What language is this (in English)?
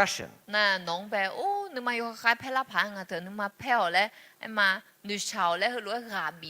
Akha